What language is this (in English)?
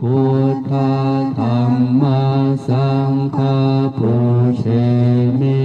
Pali